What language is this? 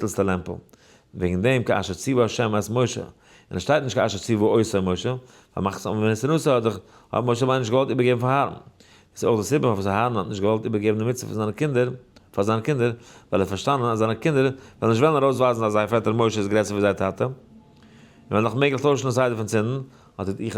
Yiddish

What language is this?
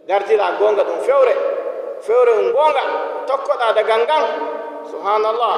Nigerian Fulfulde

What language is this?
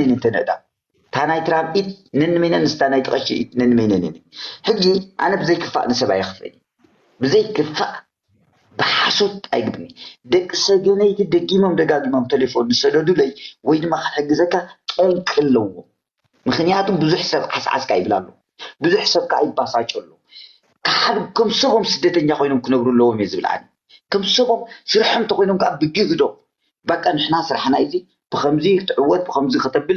Tigrinya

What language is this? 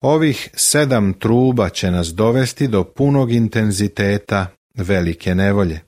Serbian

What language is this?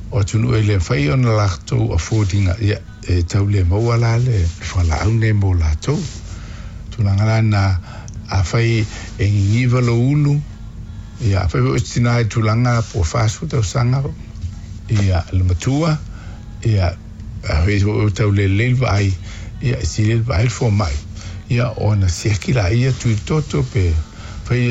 Samoan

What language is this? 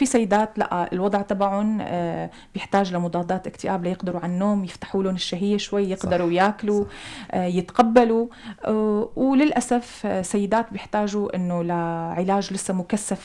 North Levantine Arabic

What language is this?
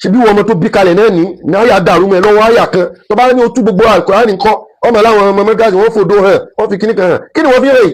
Yoruba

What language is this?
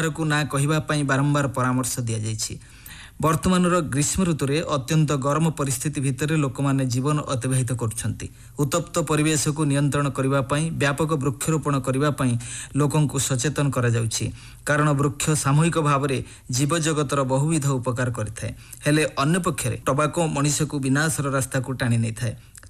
Odia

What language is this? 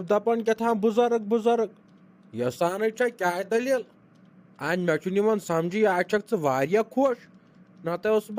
Kashmiri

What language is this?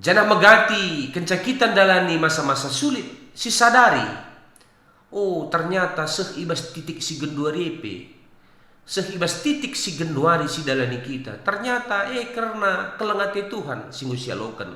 Batak Karo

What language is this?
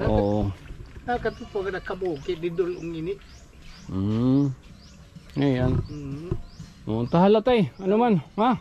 Waray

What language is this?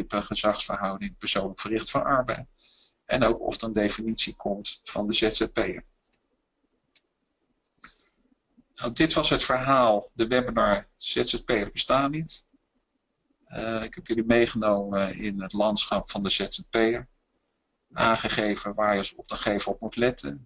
Dutch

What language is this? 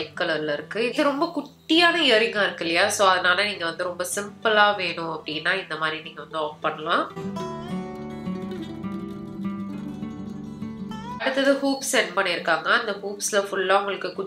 Tamil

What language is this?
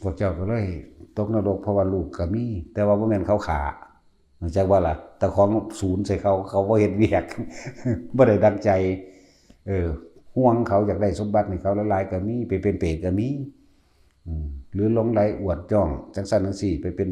Northeastern Thai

